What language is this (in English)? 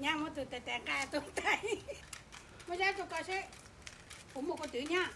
Hmong